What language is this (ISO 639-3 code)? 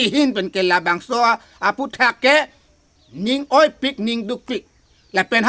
mjw